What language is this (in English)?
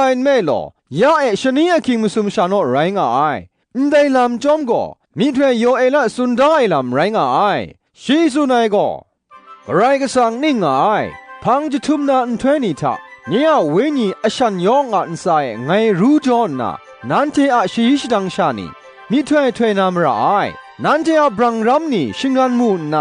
Kachin